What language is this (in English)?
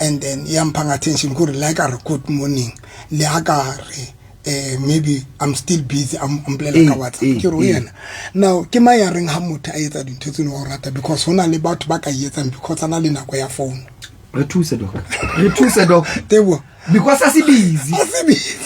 Southern Sotho